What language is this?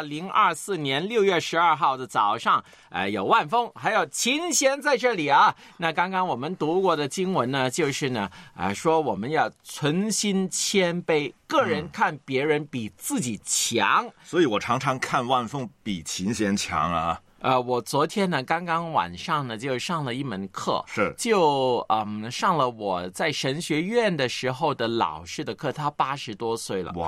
Chinese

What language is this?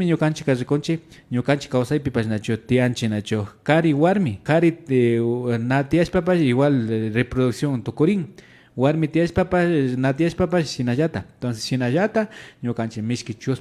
Imbabura Highland Quichua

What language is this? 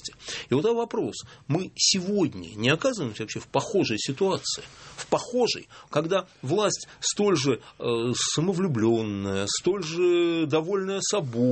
Russian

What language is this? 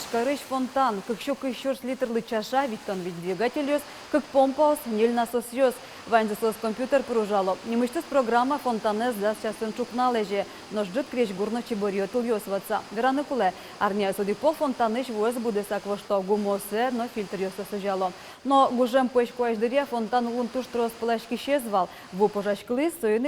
Udmurt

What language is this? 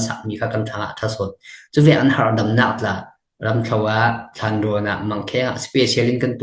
Falam Chin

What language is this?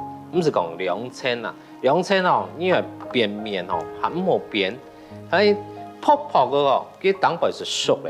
Hakka Chinese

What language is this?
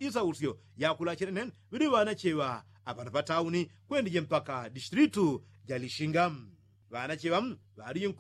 Yao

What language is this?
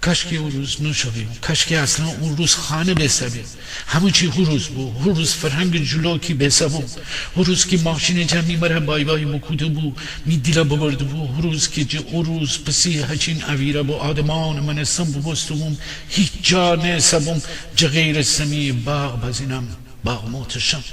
Gilaki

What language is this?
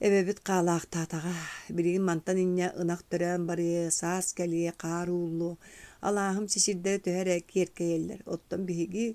Yakut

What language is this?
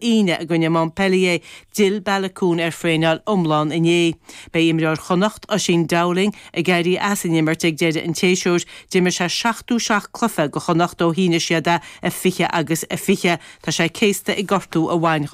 Irish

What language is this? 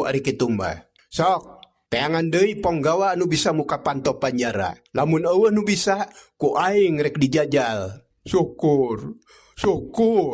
Sundanese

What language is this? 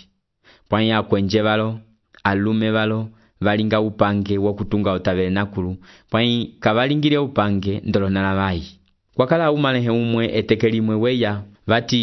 Umbundu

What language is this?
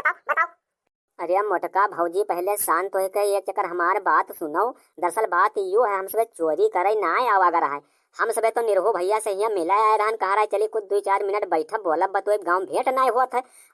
Awadhi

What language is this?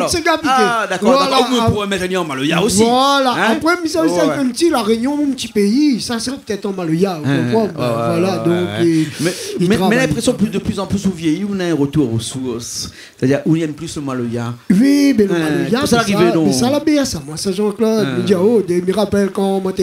Réunion Creole French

